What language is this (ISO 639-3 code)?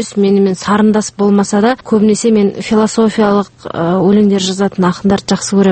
kaz